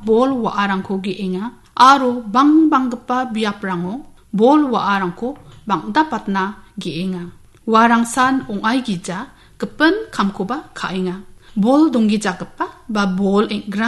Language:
Garo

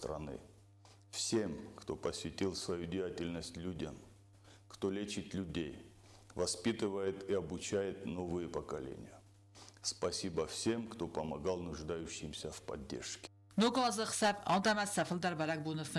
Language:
Ossetic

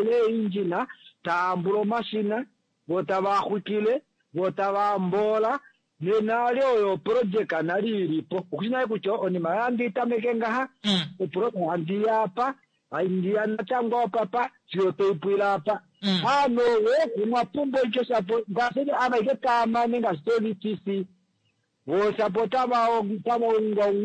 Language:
Kuanyama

